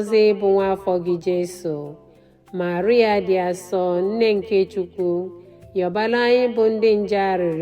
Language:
Igbo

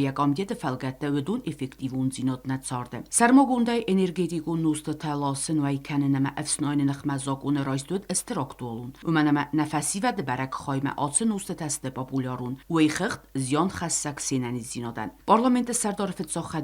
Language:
Ossetic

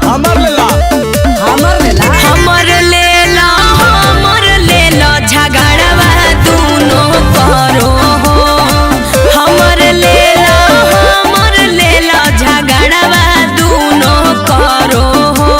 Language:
Magahi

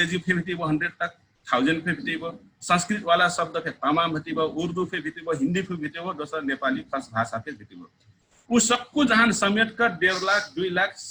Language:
Dangaura Tharu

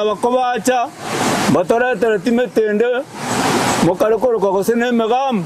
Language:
Gusii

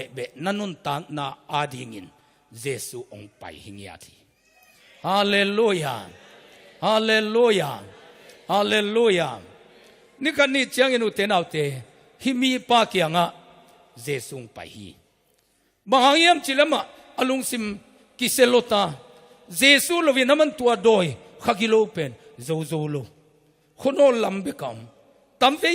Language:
Tedim Chin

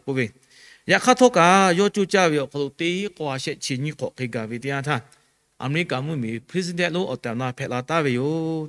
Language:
Lahu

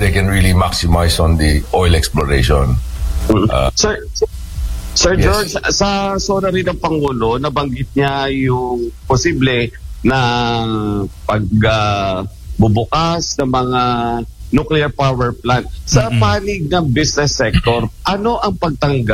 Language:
Filipino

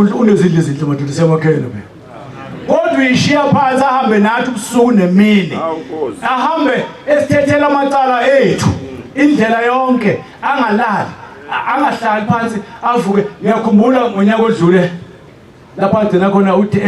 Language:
Zulu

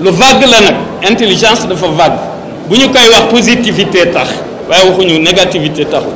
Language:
Wolof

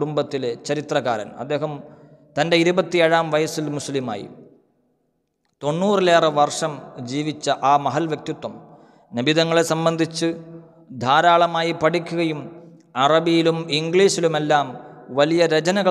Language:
Malayalam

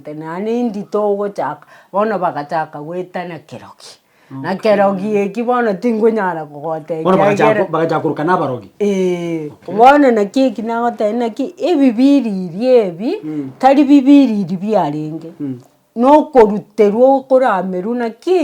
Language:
Gusii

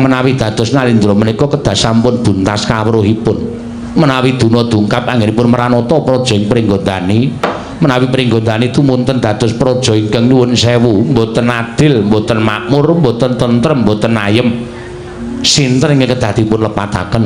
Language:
Javanese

